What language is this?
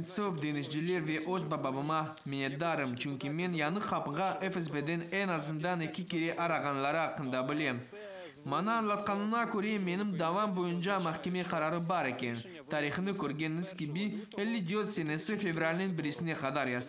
Crimean Tatar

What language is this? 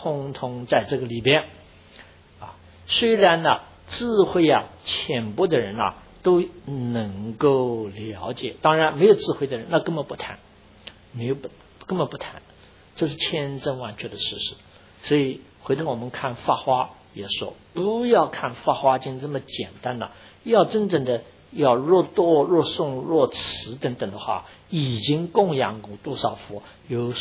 Chinese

